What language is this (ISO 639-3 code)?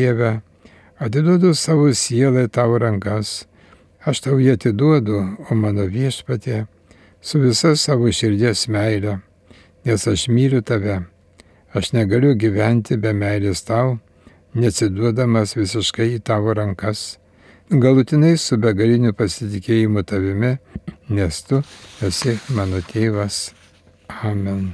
lit